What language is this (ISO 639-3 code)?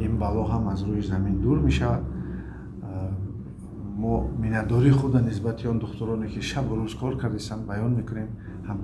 tgk